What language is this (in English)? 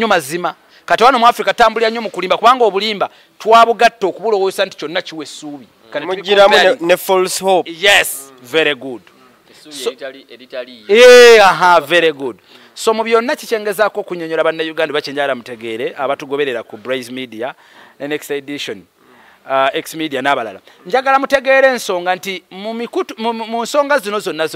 Ganda